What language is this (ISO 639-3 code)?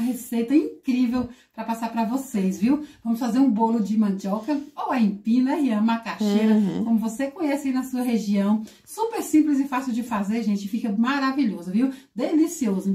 por